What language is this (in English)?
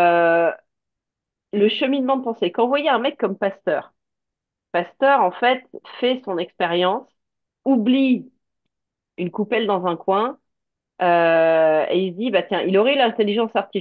French